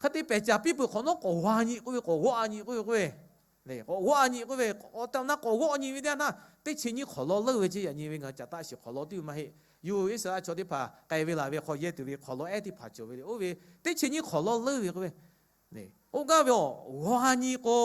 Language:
Lahu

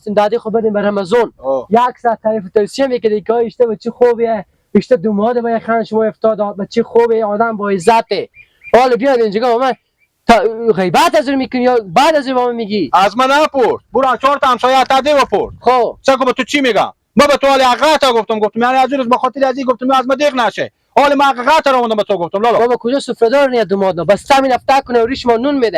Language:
Hazaragi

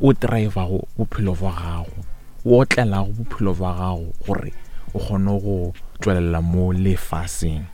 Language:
Northern Sotho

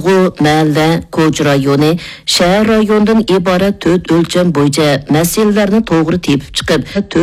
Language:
Uyghur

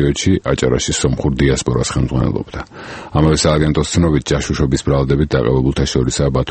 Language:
Georgian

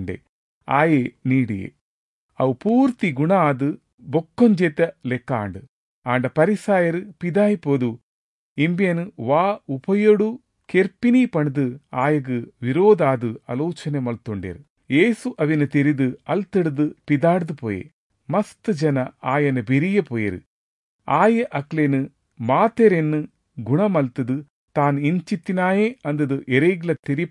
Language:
Tulu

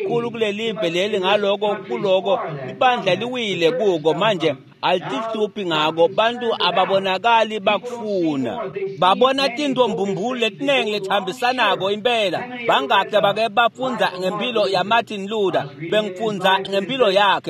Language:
Swati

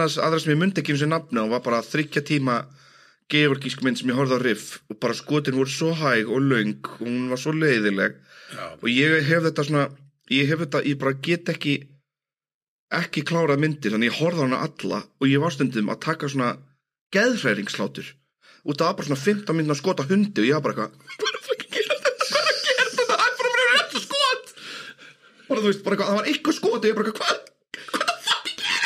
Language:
Icelandic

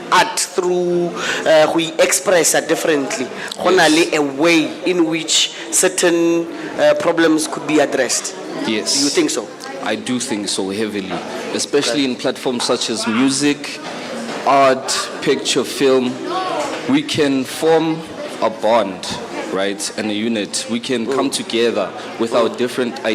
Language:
Tswana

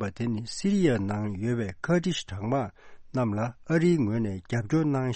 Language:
Tibetan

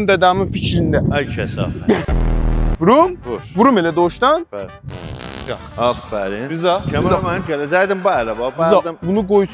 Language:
South Azerbaijani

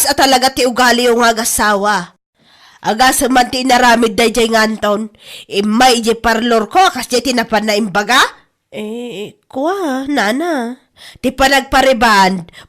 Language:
Iloko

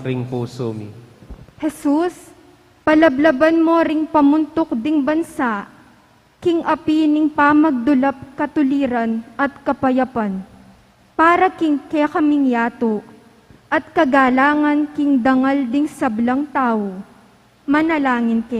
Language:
Pampanga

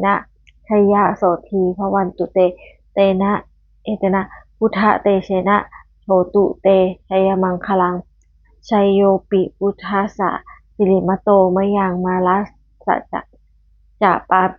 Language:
Pali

